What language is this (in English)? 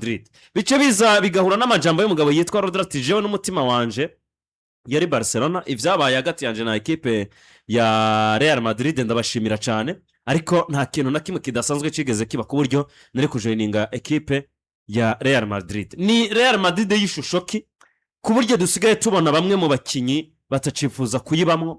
Rundi